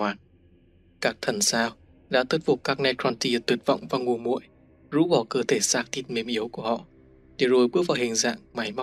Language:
Vietnamese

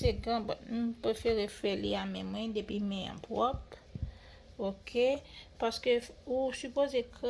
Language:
Haitian Creole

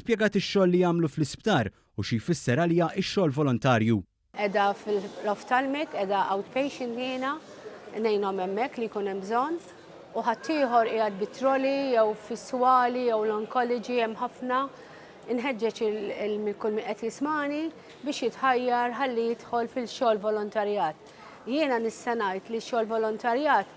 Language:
Maltese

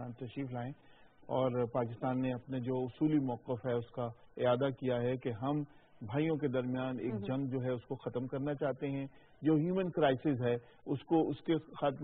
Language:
Urdu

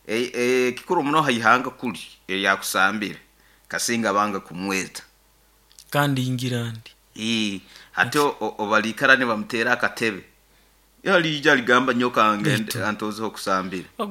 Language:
Nyoro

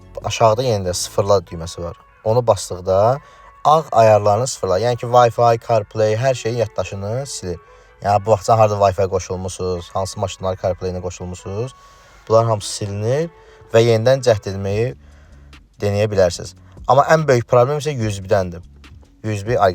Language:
Azerbaijani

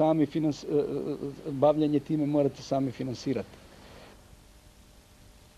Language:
Serbian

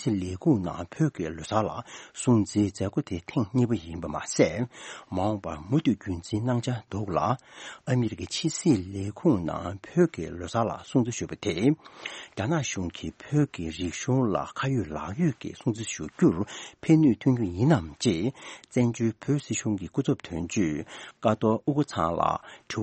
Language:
Tibetan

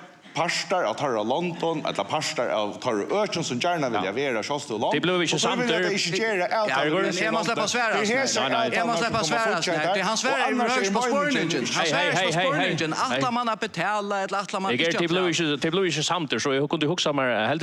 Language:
Faroese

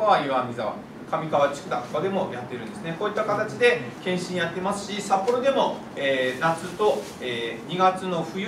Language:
Japanese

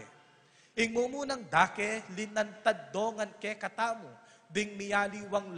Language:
Pampanga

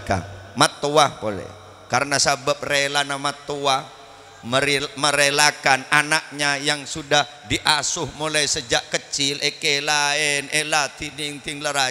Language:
Madurese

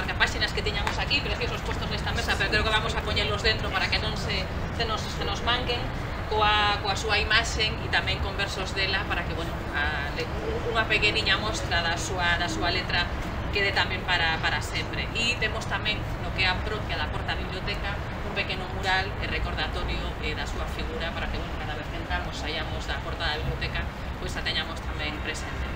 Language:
Galician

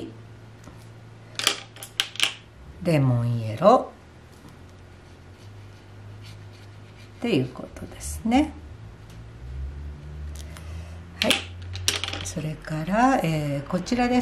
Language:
Japanese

